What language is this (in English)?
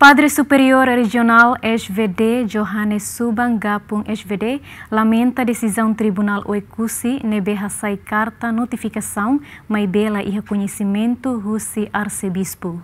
Tetum